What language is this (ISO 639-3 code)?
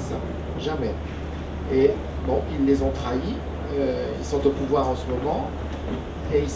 fra